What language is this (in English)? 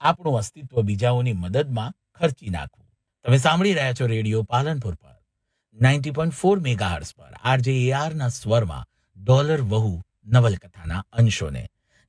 Gujarati